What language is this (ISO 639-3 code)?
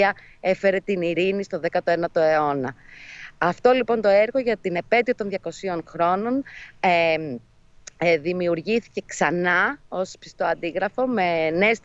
ell